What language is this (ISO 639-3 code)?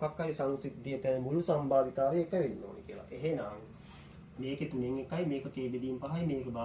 sin